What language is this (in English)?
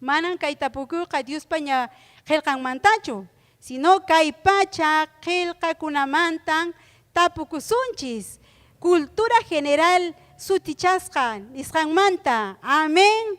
Ayacucho Quechua